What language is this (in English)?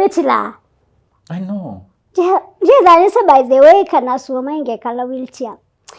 Kamba